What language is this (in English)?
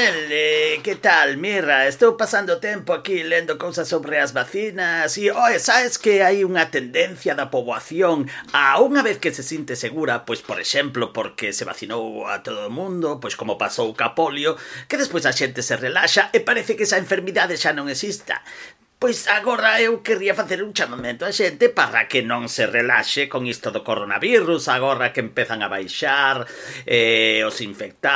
Galician